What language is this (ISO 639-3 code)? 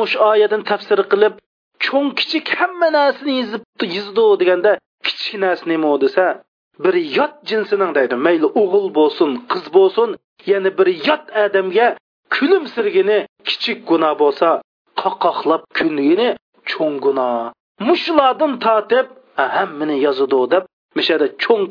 uig